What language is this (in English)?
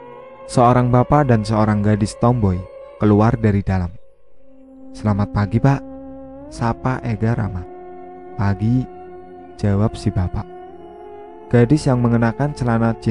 Indonesian